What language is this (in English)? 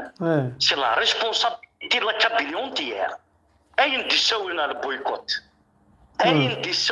Kabyle